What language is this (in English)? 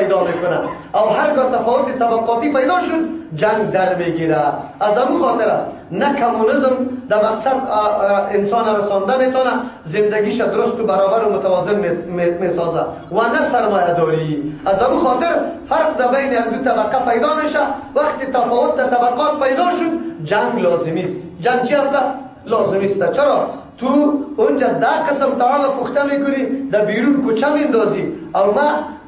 Persian